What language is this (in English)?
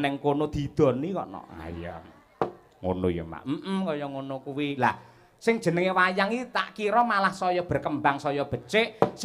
Javanese